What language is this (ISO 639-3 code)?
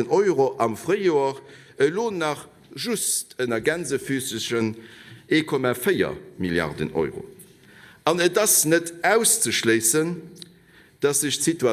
ltz